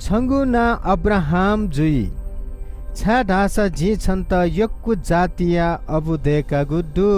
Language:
Newari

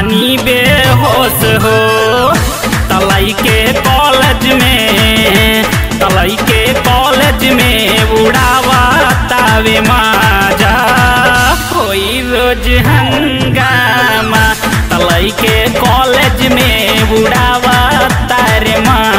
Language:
Bhojpuri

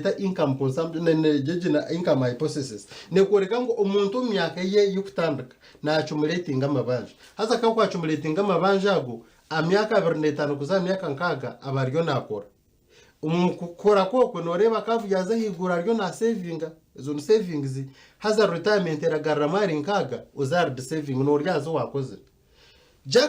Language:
Nyankole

